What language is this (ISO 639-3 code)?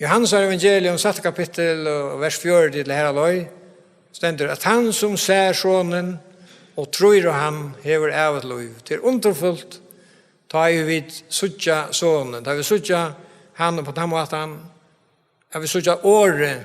fao